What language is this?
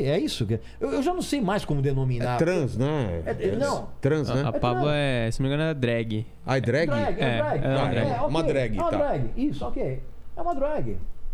Portuguese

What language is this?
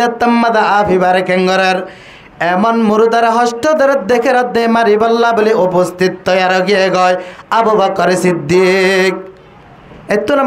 Rohingya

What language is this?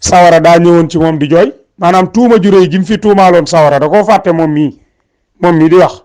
Wolof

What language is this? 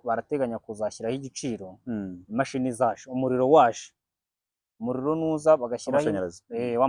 Kinyarwanda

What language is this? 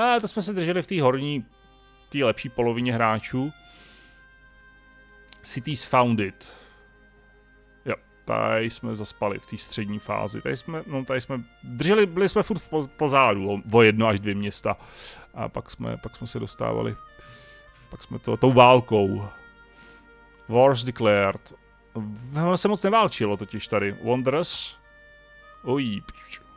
Czech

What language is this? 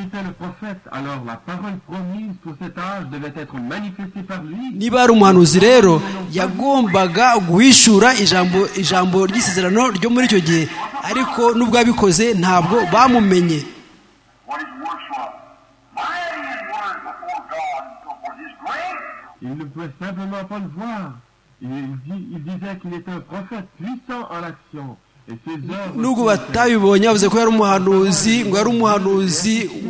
Kinyarwanda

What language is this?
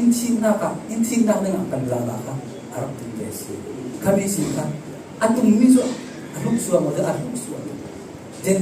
Falam Chin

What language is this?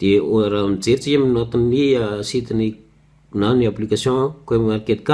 Malagasy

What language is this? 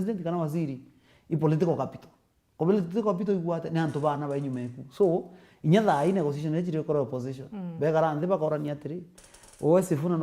Meru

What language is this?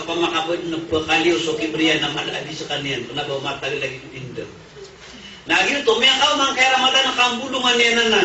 Maranao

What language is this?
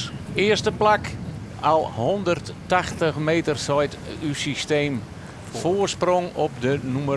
Western Frisian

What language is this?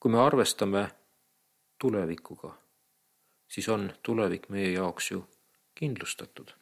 Estonian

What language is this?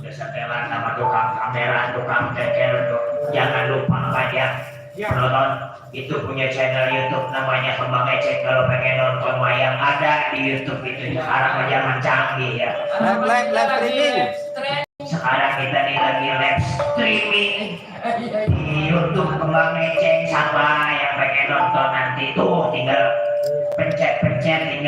Betawi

